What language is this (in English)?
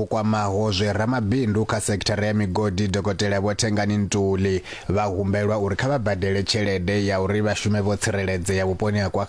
Venda